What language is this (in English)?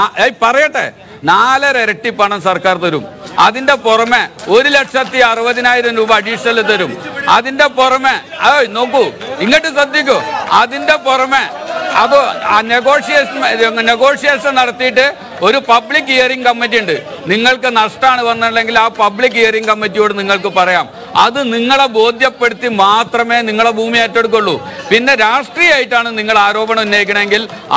Malayalam